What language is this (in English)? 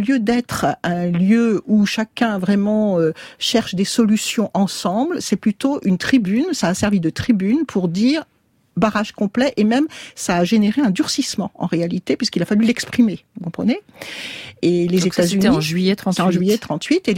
French